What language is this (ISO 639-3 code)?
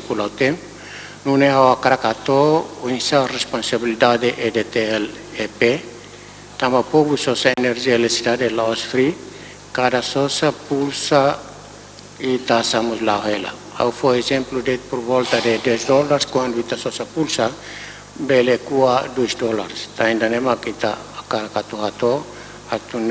tet